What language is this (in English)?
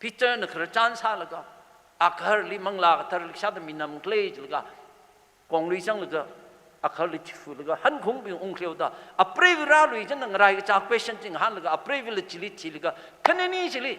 Tangkhul Naga (India)